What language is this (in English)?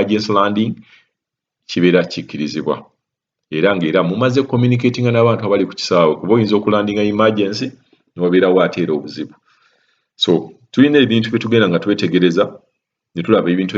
Ganda